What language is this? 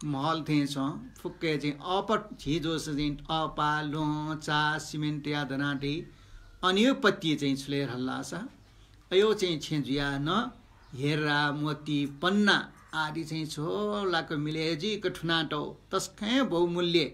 Newari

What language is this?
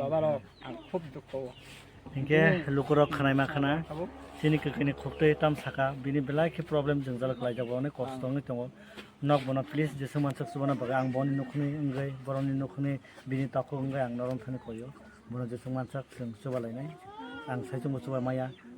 Kok Borok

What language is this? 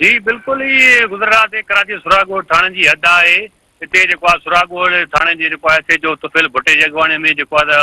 Sindhi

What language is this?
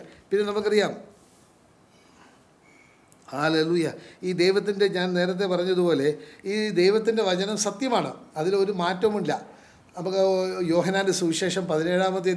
Malayalam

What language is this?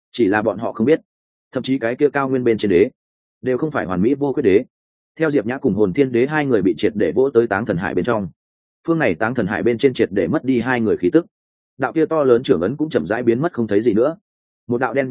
Vietnamese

